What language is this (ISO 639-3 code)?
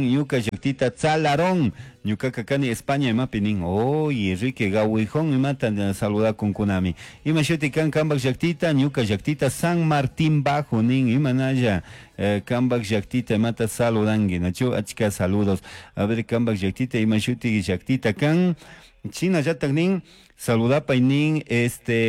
qug